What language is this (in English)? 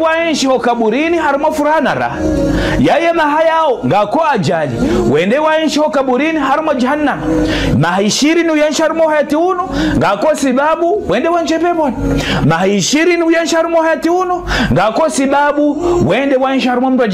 Ngazidja Comorian